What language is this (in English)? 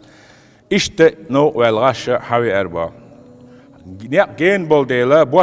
Chechen